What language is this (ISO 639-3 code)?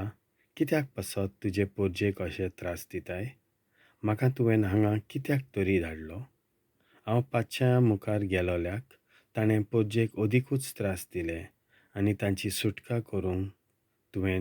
kok